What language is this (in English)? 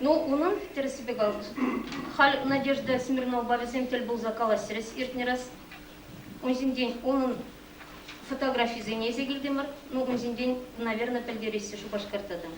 Chuvash